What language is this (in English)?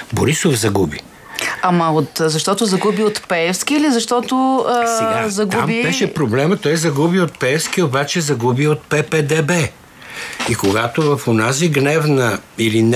Bulgarian